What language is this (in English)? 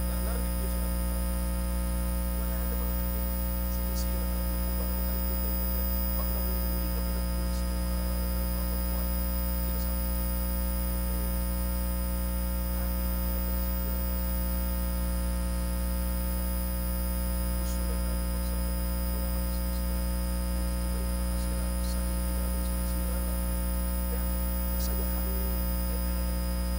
Filipino